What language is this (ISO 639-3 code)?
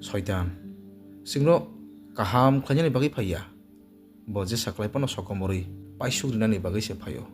trp